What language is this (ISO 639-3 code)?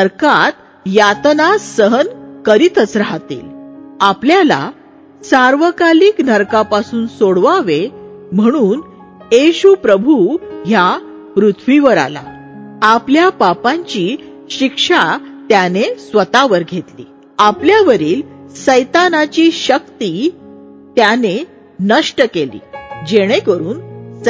mar